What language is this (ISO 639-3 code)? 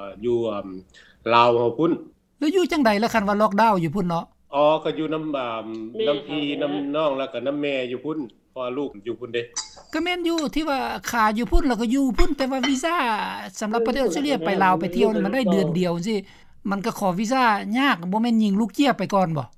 lao